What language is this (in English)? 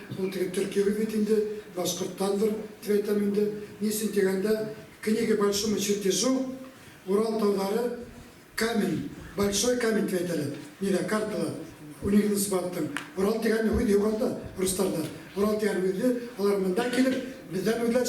Bashkir